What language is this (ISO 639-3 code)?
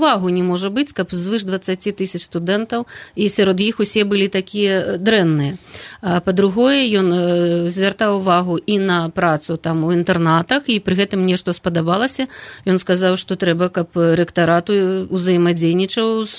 bel